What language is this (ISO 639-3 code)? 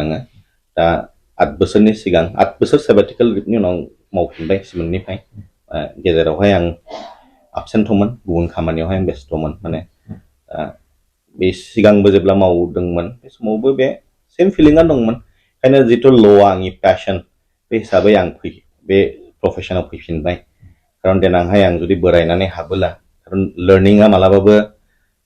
brx